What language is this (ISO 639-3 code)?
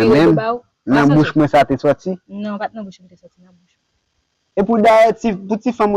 hat